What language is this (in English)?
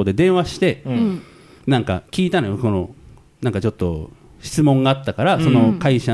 Japanese